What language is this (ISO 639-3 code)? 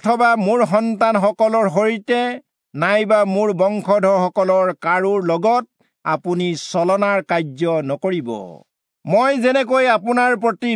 asm